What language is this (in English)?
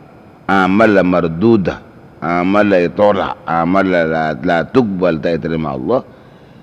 Madurese